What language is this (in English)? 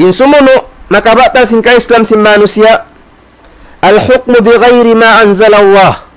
Tausug